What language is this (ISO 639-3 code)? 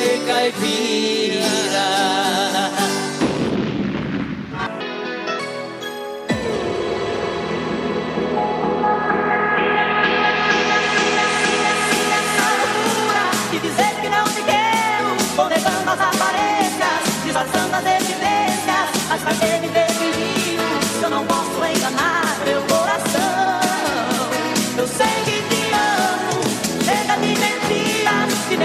por